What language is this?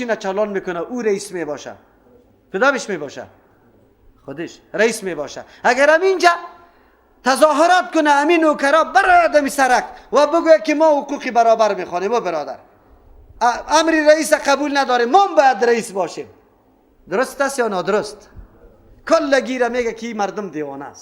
Persian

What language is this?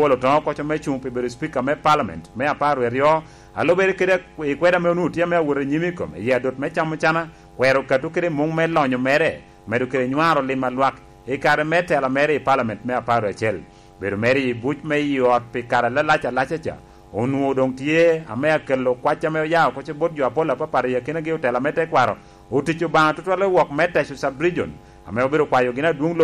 Lango (Uganda)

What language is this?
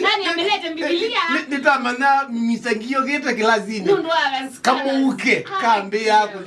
Kamba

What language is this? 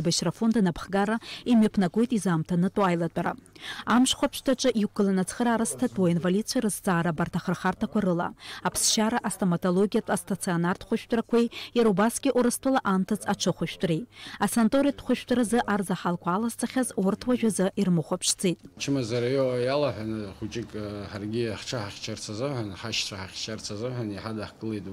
Abkhazian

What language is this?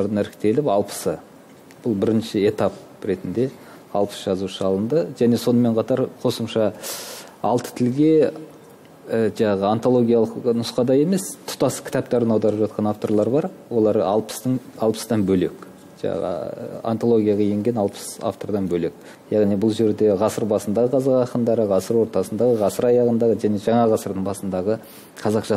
Kazakh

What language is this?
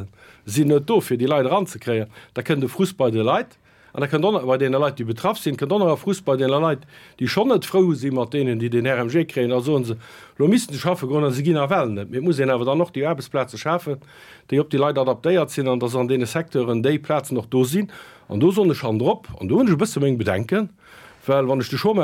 Luxembourgish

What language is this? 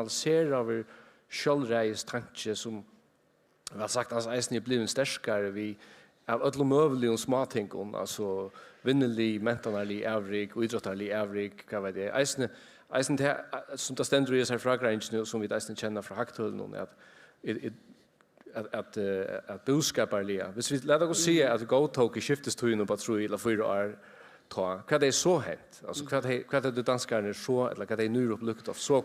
Faroese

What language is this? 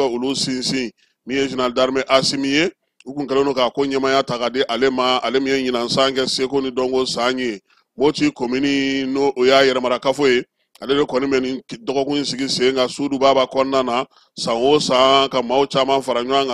Bambara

